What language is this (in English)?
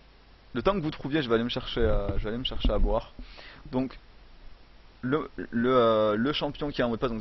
French